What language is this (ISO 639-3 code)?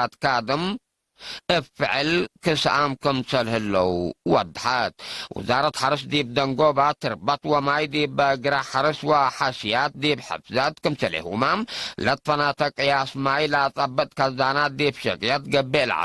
tig